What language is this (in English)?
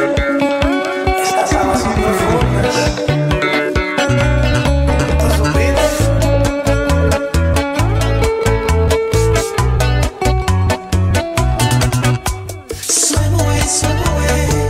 Spanish